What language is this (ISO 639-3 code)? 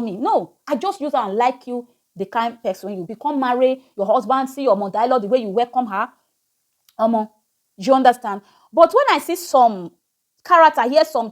pcm